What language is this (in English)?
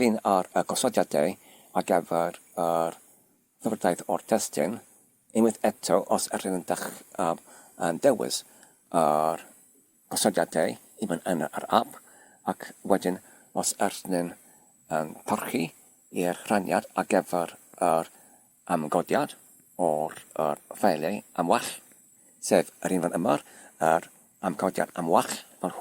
Welsh